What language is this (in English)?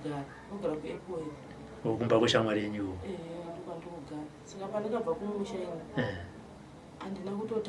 Shona